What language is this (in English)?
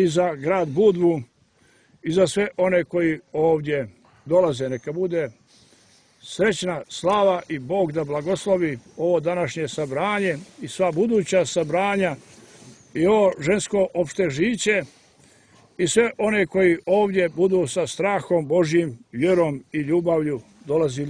Serbian